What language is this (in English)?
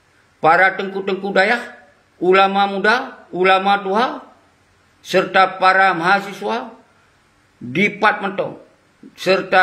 Achinese